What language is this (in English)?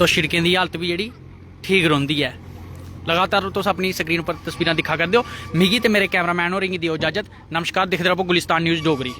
Dogri